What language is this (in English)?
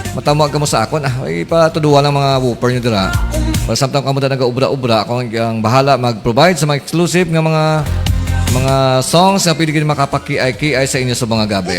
Hiligaynon